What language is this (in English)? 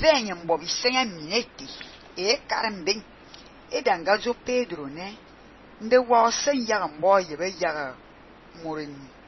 Fang